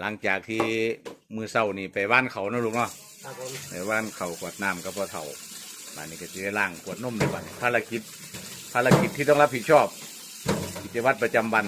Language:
Lao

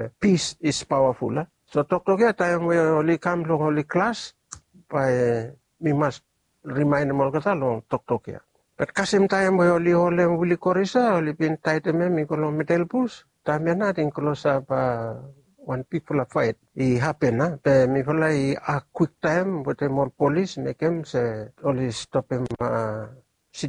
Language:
Bislama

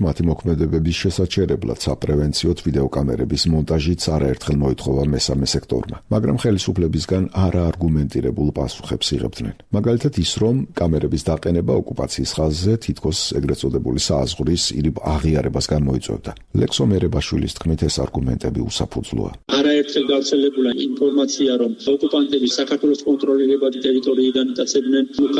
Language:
Georgian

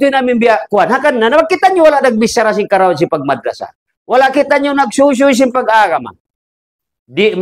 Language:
Tausug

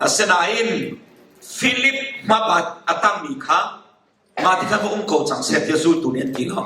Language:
Hakha Chin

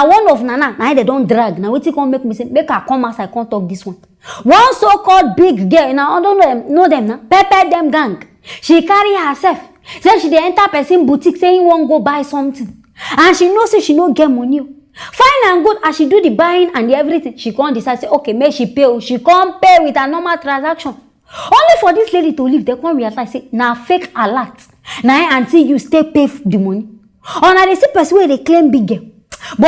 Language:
Nigerian Pidgin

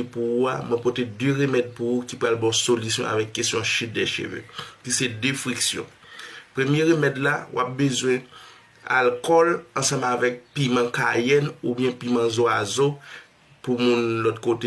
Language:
Haitian Creole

